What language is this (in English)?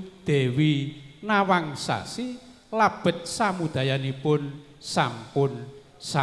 Javanese